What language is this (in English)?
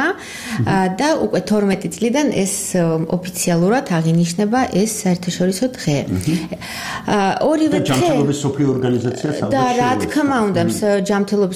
Georgian